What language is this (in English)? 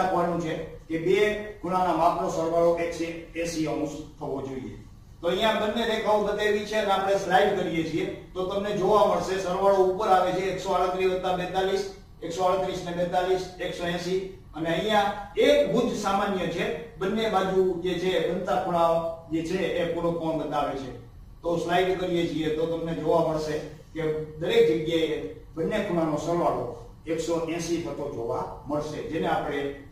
Gujarati